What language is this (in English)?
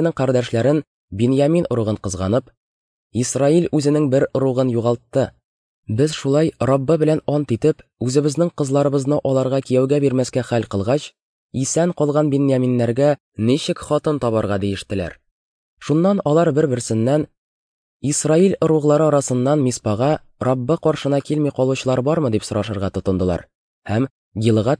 Tatar